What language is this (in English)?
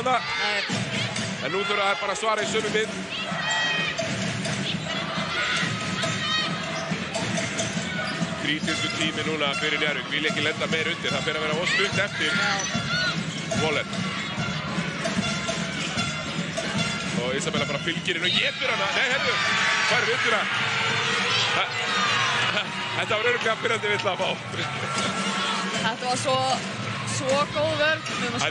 Icelandic